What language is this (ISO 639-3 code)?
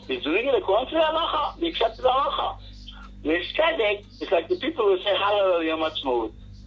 eng